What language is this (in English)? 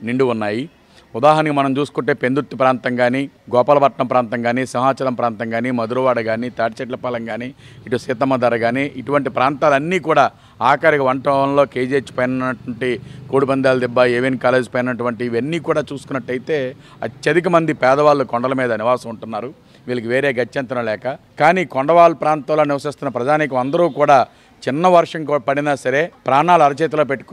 Telugu